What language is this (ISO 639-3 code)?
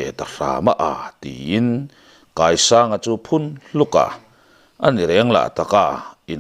lus